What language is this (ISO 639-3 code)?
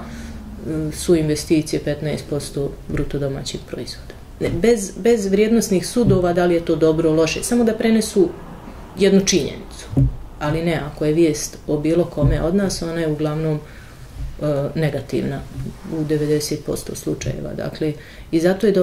bos